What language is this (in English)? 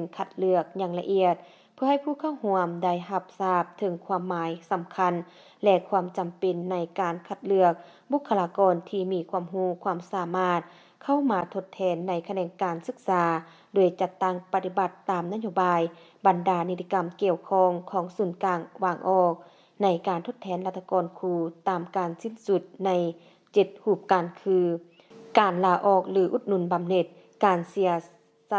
Lao